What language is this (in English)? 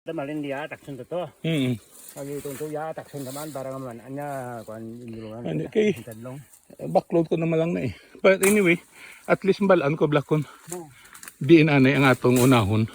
Hiligaynon